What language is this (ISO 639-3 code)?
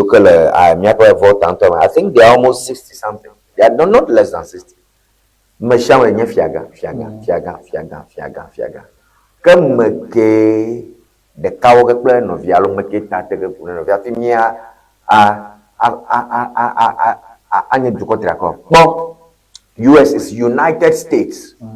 ewe